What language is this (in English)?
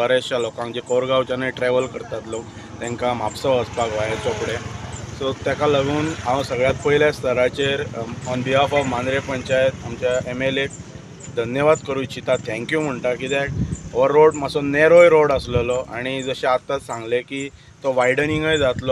Konkani